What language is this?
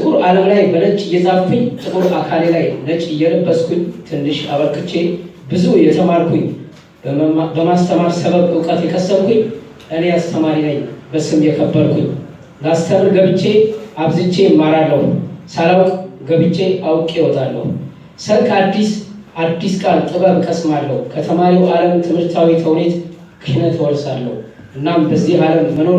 Amharic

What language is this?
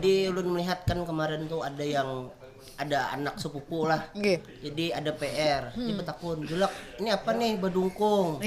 Banjar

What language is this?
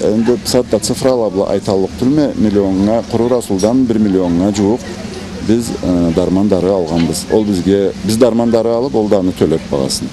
Karachay-Balkar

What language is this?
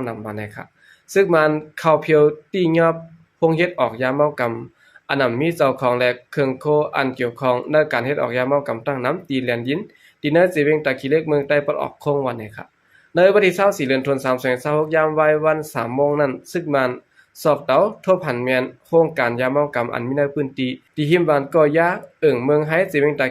Shan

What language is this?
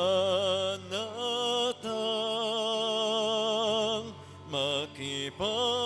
Bikol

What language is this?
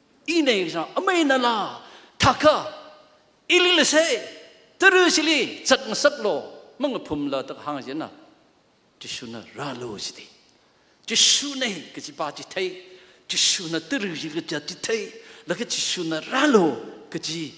Tangkhul Naga (India)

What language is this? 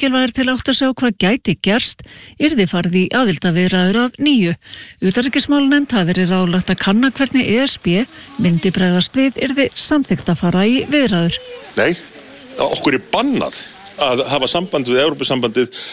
Icelandic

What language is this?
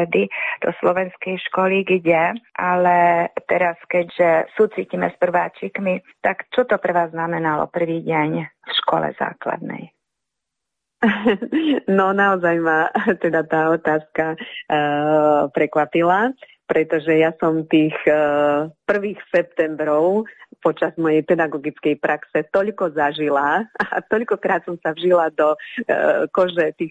Slovak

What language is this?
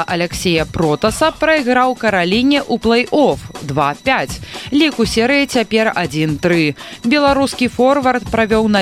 Belarusian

